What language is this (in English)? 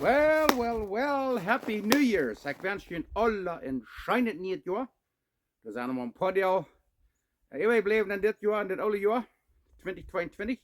Plautdietsch